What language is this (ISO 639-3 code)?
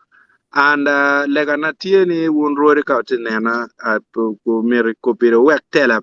ach